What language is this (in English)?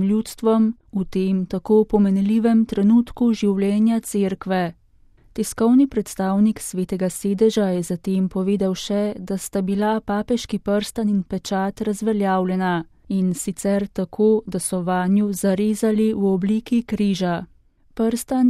Slovenian